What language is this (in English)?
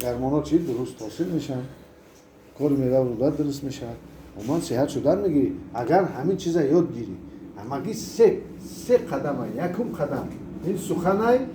Tajik